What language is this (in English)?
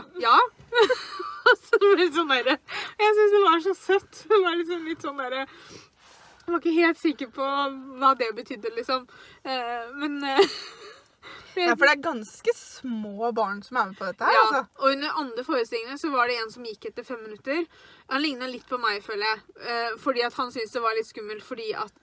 Norwegian